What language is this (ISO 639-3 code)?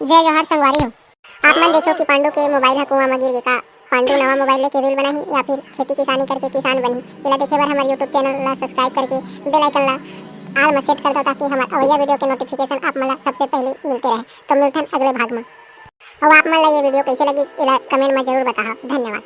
hne